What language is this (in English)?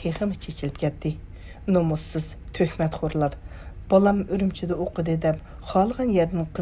Uyghur